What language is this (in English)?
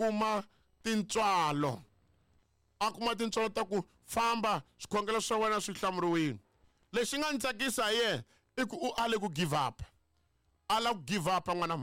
Tsonga